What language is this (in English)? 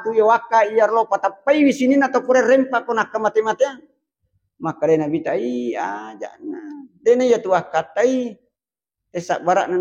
Buginese